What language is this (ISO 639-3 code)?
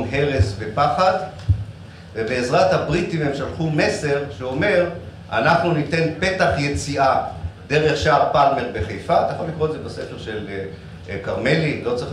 heb